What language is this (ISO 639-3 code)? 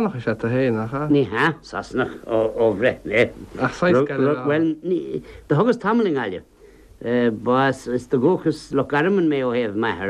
gle